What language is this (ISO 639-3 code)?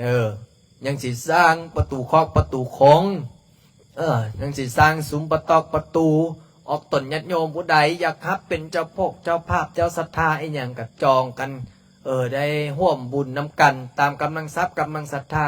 lao